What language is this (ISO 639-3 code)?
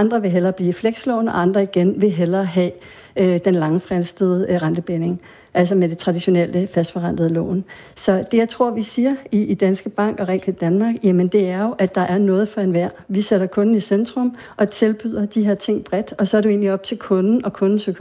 dan